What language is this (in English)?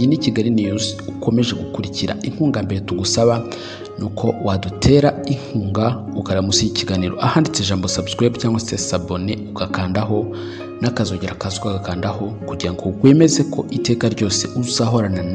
Kinyarwanda